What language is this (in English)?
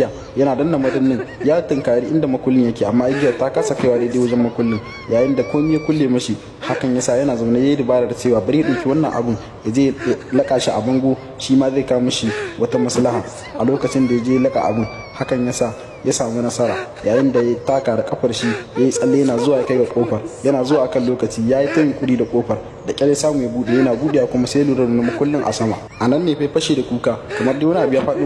Hausa